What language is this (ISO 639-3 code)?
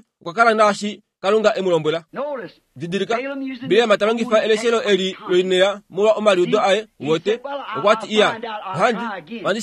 kua